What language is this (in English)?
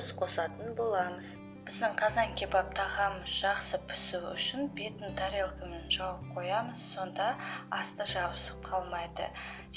Kazakh